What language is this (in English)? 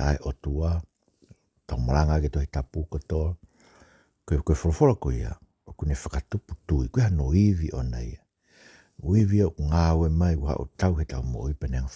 Tongan